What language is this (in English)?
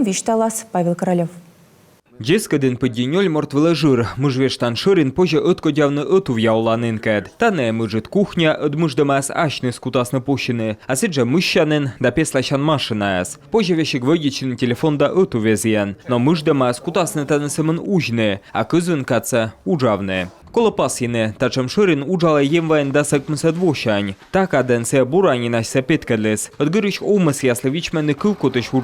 Komi